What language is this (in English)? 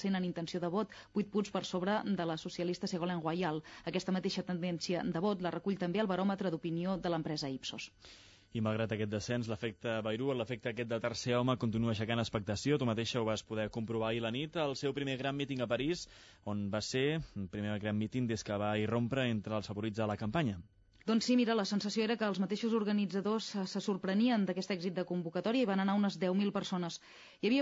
Catalan